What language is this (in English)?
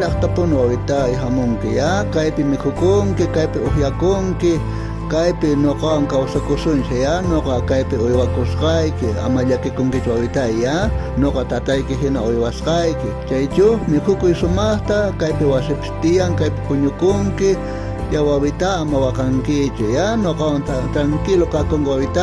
South Bolivian Quechua